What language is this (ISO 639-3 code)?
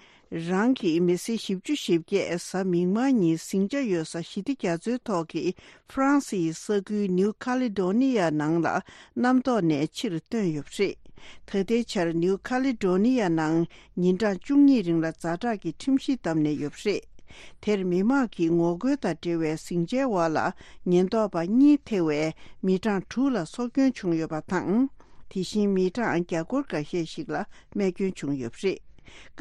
bod